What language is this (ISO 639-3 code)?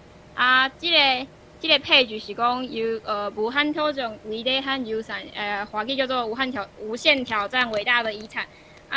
nan